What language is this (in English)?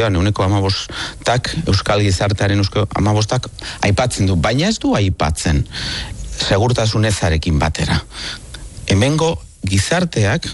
Basque